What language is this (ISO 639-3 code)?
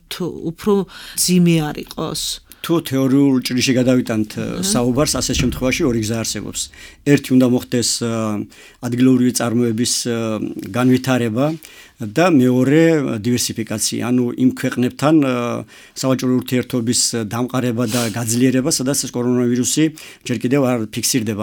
kat